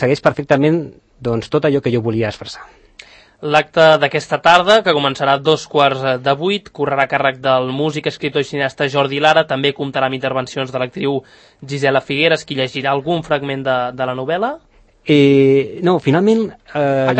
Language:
Catalan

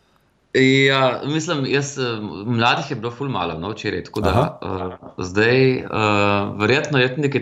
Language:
Slovenian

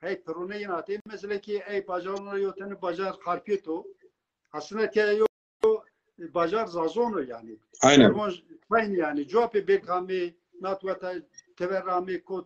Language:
Zaza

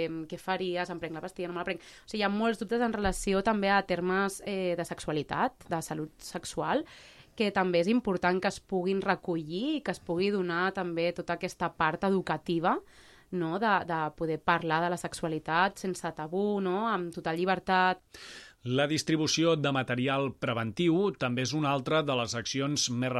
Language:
Catalan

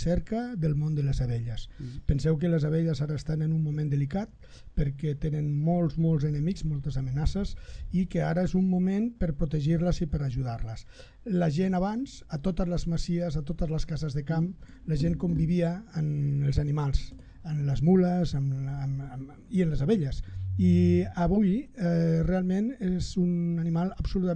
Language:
Catalan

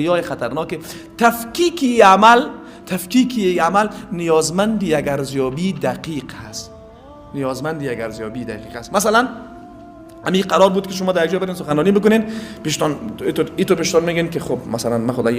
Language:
Persian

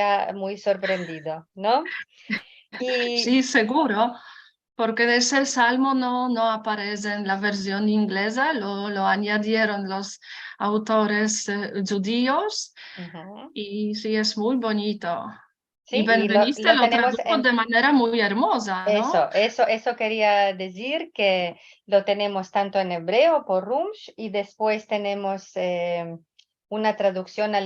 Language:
Ladino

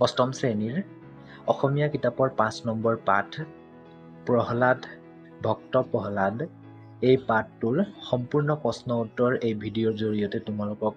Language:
Assamese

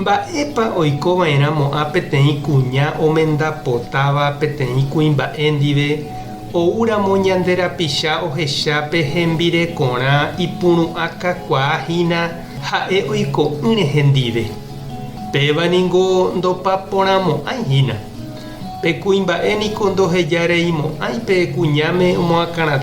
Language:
Guarani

